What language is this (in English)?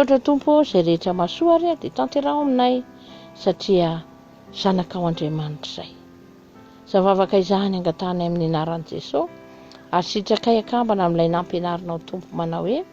Malagasy